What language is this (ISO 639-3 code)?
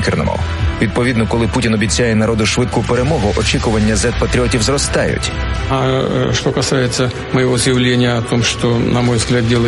ukr